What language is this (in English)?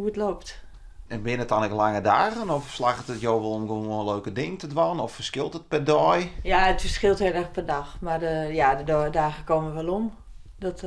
Western Frisian